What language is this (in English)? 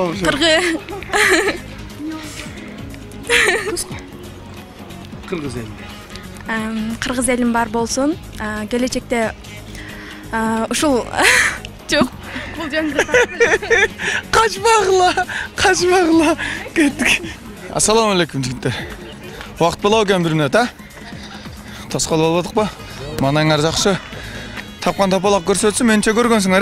Kyrgyz